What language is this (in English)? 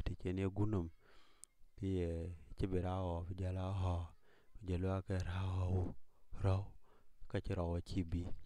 Dinka